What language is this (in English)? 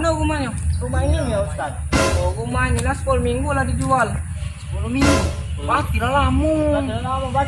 Musi